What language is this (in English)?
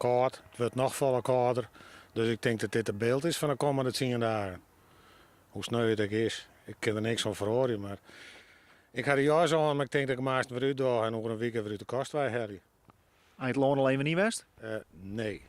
Western Frisian